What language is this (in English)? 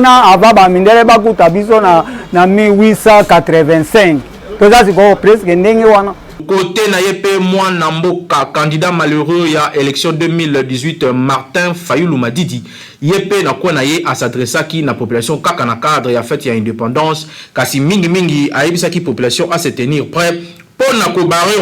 Lingala